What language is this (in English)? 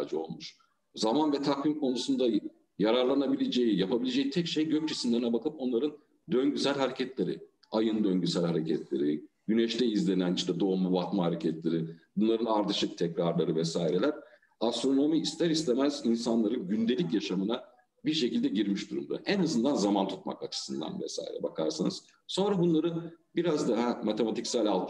Turkish